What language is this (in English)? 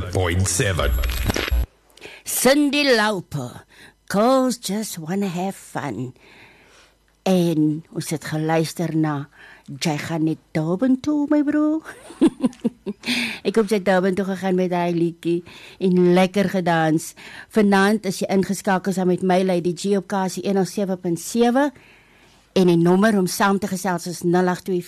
Afrikaans